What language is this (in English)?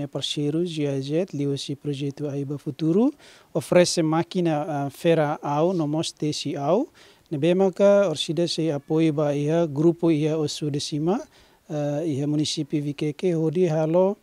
Tetum